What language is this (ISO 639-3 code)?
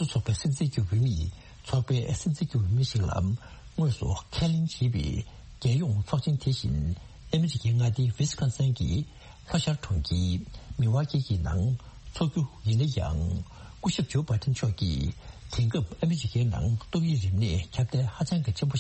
bod